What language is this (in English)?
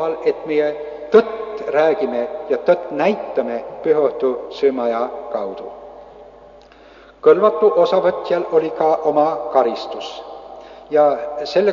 Estonian